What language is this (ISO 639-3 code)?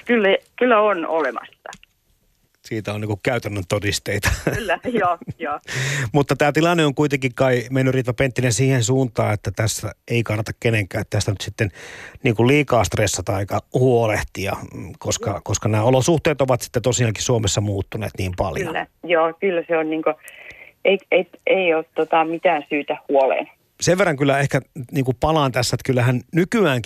fin